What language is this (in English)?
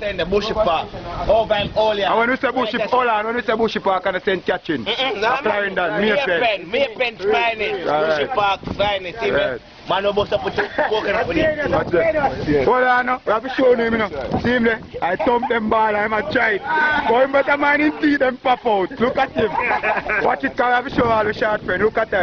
Jamaican Creole English